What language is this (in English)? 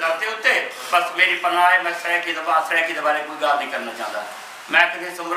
Saraiki